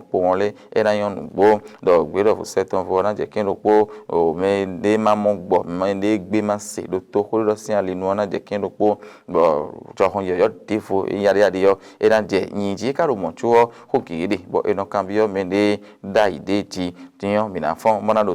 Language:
Fon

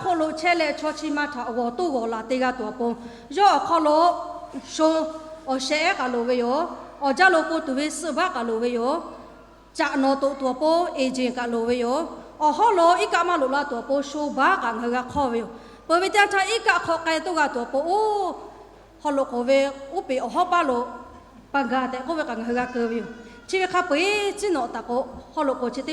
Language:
Lahu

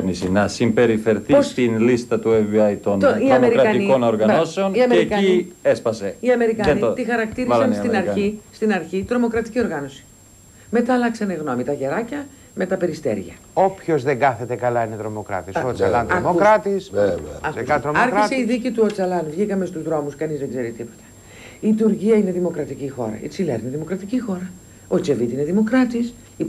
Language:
Greek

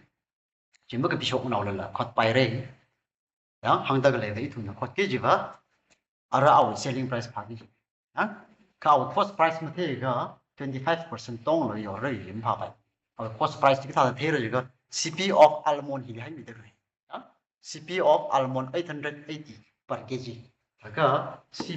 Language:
Tangkhul Naga (India)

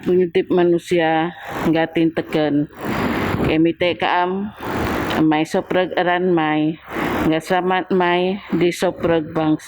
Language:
Biatah Bidayuh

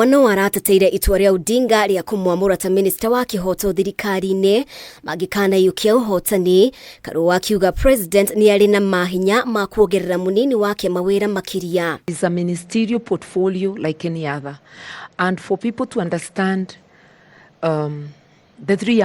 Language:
Kikuyu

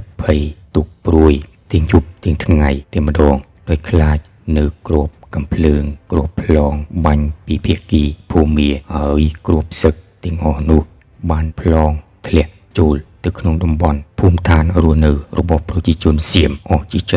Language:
Khmer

